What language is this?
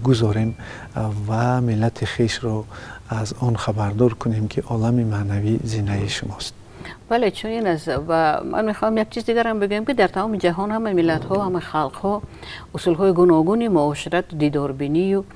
Tajik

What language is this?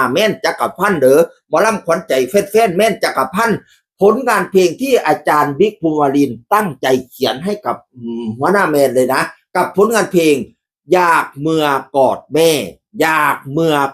Northeastern Thai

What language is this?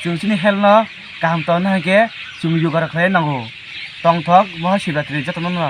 Kok Borok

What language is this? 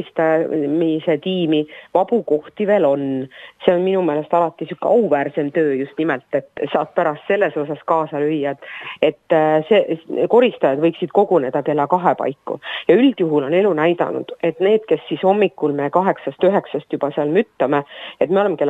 Estonian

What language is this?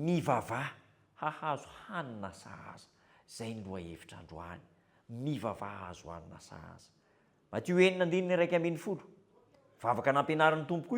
Malagasy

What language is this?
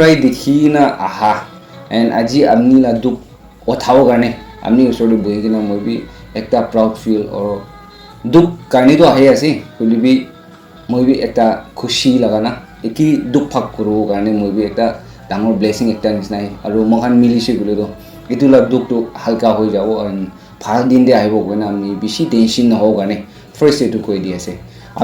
Naga Pidgin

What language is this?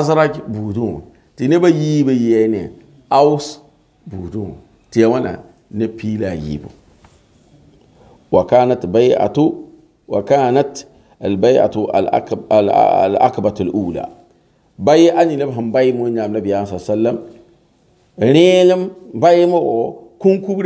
Mossi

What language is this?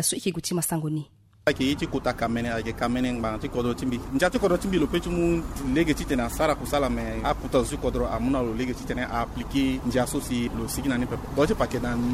Sango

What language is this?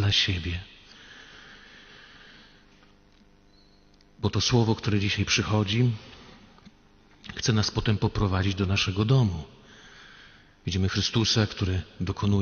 Polish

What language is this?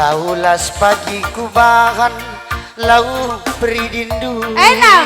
Batak Karo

